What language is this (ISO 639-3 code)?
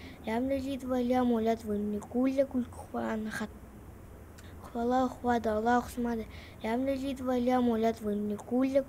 kaz